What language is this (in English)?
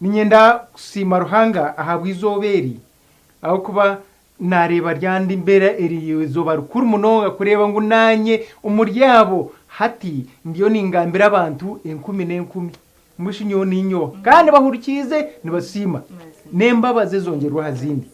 Nyankole